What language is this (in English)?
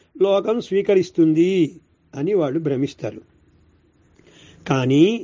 Telugu